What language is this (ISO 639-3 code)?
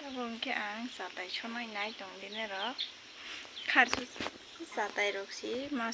trp